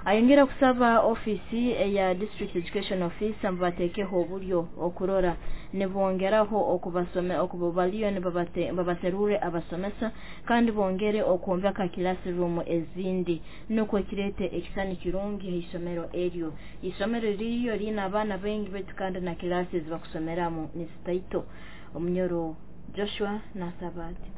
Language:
Nyoro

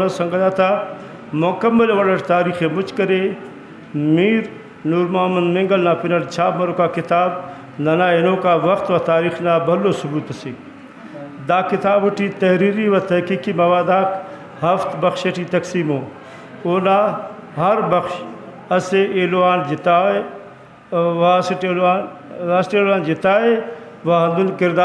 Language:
Brahui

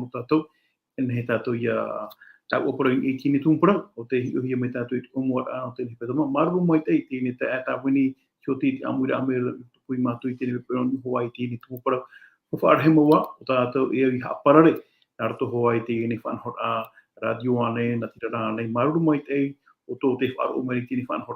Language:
Tahitian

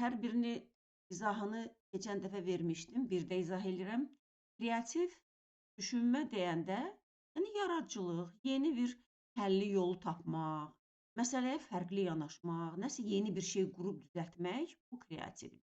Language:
Azerbaijani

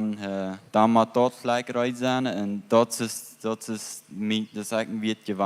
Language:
Plautdietsch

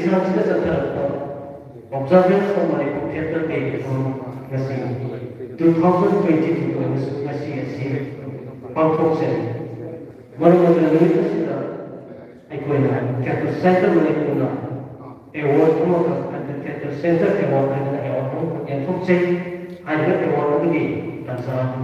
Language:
Manipuri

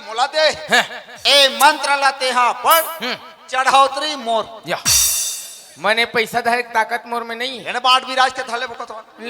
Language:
Chhattisgarhi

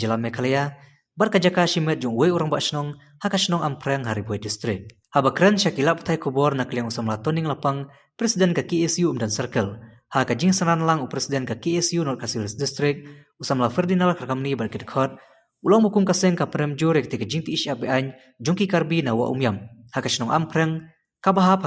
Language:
Khasi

